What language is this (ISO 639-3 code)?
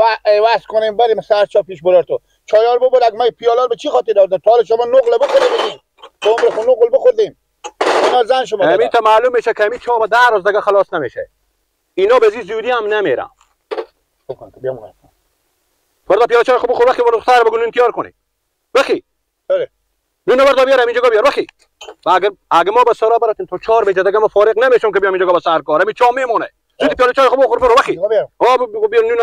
fas